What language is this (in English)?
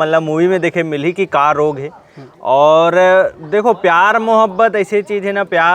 Chhattisgarhi